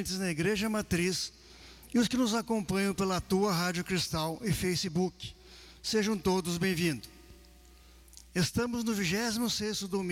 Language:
Portuguese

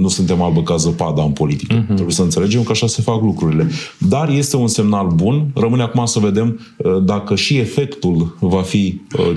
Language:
Romanian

